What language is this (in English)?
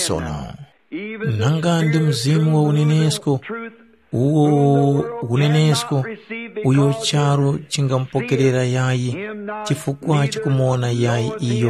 Tumbuka